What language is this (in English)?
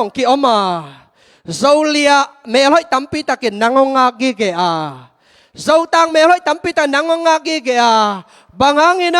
Tedim Chin